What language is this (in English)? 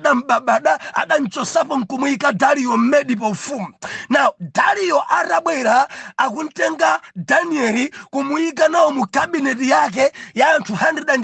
Nyanja